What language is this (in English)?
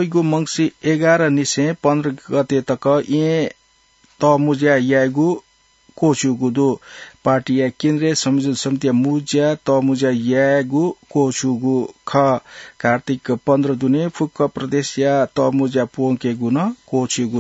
Newari